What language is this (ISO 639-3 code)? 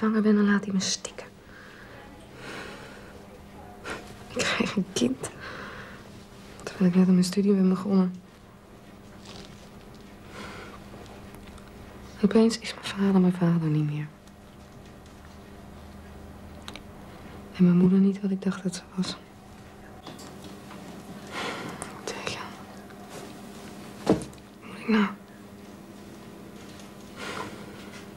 nld